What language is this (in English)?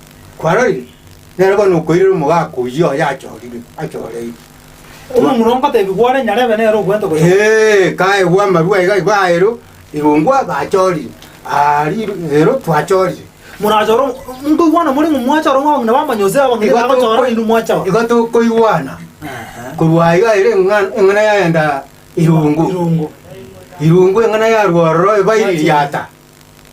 Gusii